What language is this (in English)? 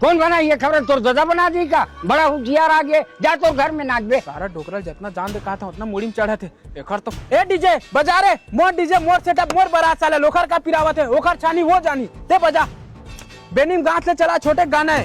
Chhattisgarhi